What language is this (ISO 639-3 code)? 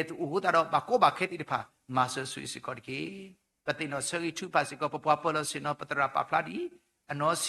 ksw